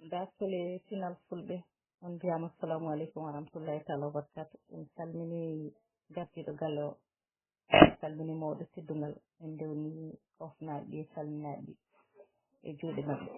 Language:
Fula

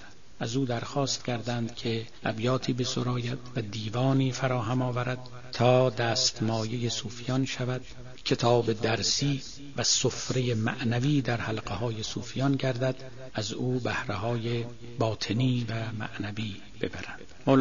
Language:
Persian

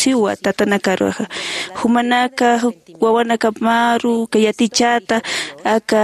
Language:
Aymara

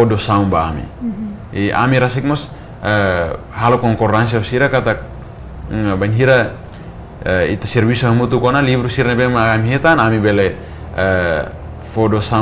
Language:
Tetum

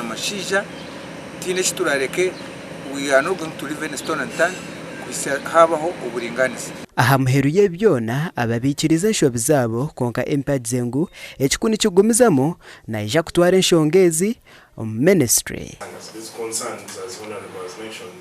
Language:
Nyankole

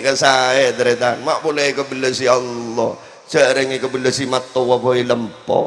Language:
Madurese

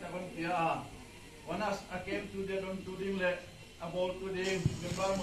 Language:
Paite Chin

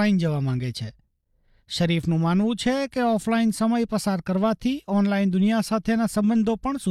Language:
Gujarati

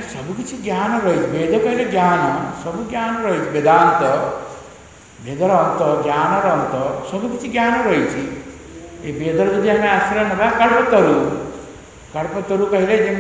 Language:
Odia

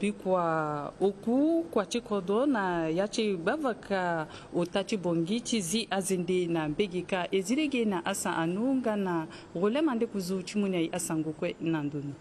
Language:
Sango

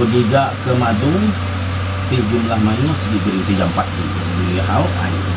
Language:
Iban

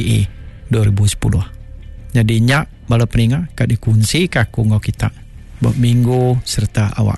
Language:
Iban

